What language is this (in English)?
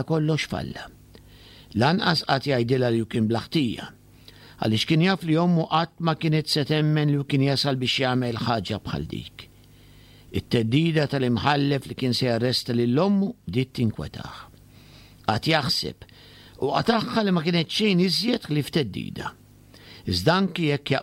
Maltese